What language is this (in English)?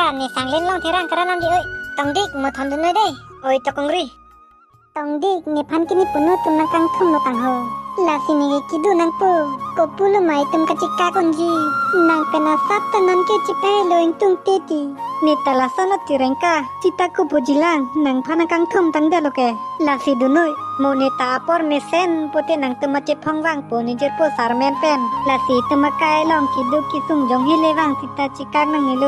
Karbi